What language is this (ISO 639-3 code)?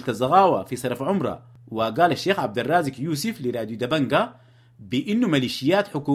apd